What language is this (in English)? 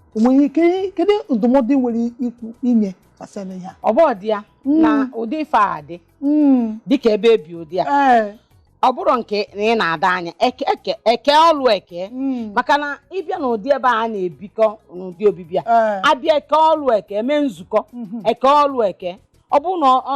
Igbo